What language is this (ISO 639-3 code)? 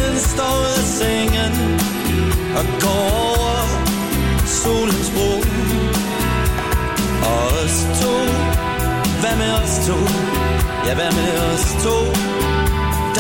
dan